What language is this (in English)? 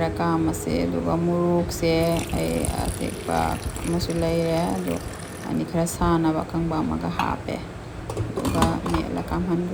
Manipuri